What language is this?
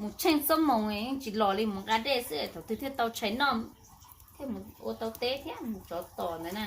Hmong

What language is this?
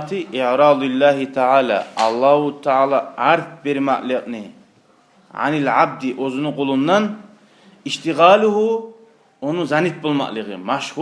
Kumyk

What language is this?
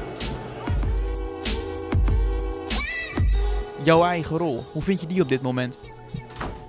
Dutch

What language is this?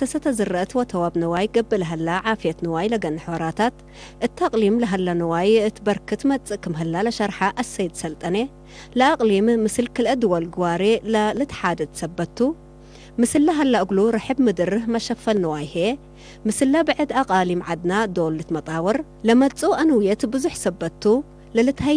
Tigre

